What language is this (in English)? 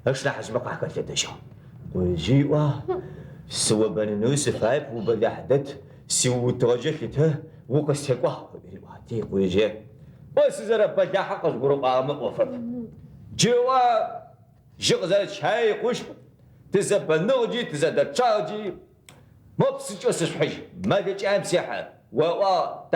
Adyghe